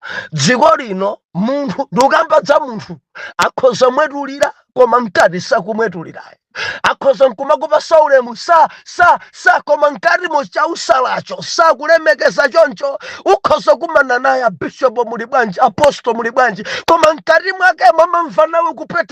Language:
Nyanja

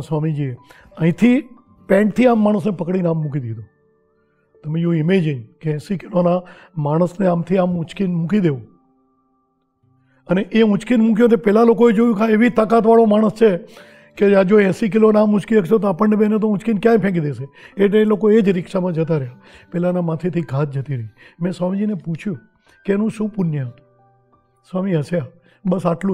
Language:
Gujarati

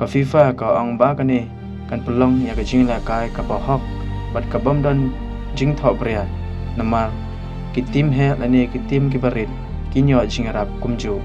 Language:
Khasi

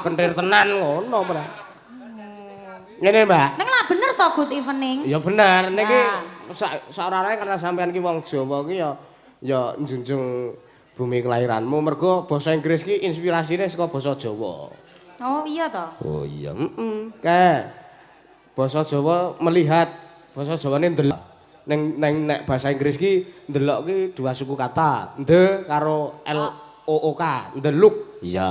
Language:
Javanese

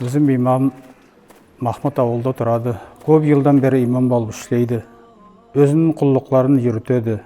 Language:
Nogai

